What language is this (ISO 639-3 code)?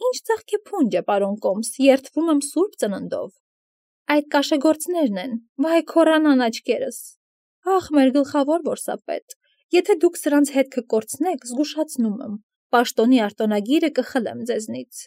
hye